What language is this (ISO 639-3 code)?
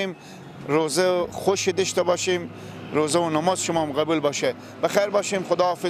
fas